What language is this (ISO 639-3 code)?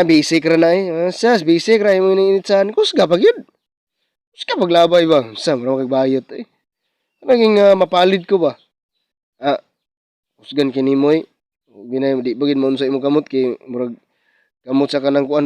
ceb